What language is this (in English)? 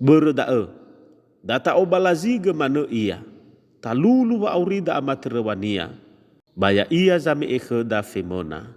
Nias